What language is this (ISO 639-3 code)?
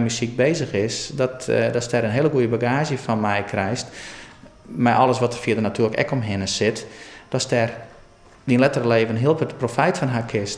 fry